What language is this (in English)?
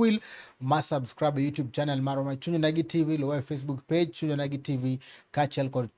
Luo (Kenya and Tanzania)